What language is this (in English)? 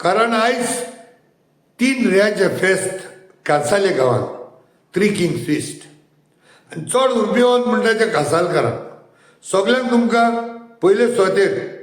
Konkani